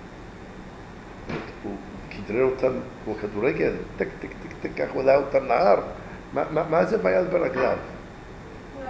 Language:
Hebrew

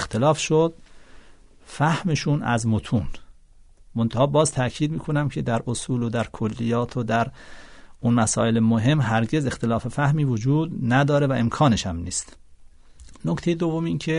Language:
Persian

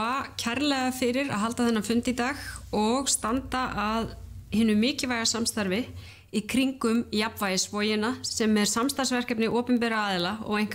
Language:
Icelandic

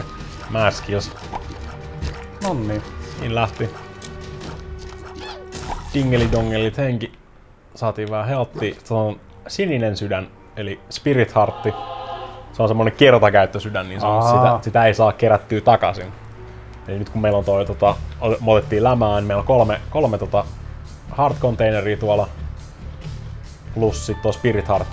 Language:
Finnish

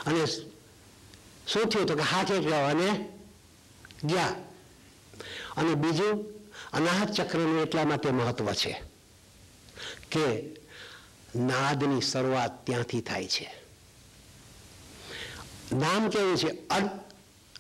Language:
Gujarati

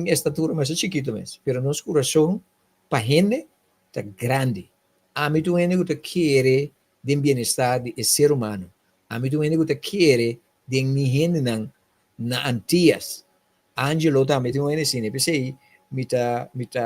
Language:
Papiamento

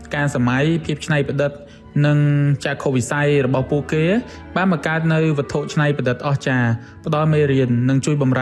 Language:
Khmer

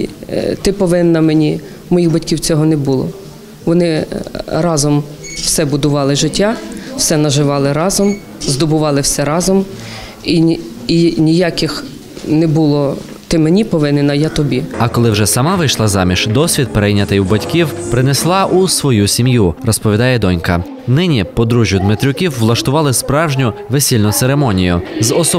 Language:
Ukrainian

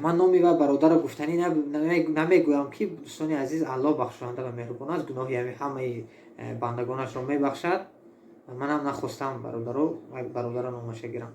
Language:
Tajik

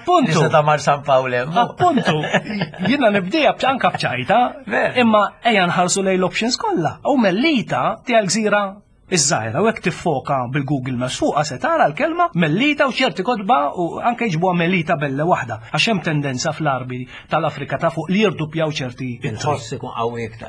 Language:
Maltese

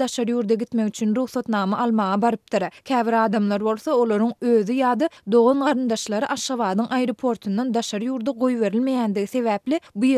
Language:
Turkmen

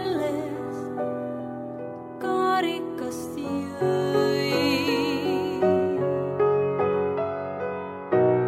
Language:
Estonian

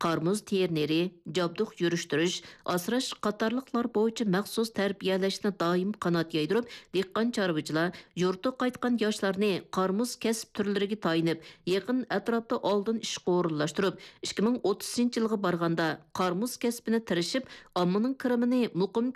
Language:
Uyghur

